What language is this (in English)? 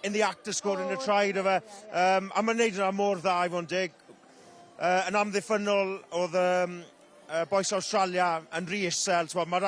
Welsh